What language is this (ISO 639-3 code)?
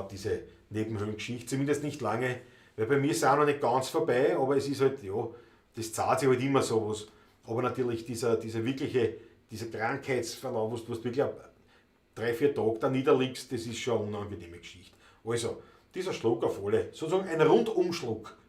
bar